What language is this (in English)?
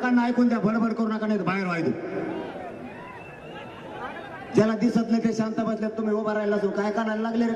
Marathi